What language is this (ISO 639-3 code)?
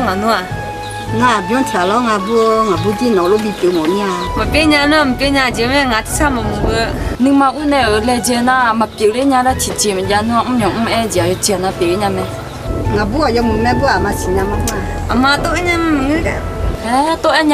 ahk